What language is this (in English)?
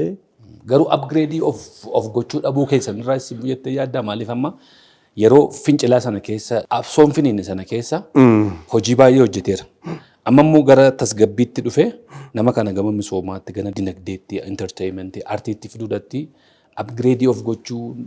Oromo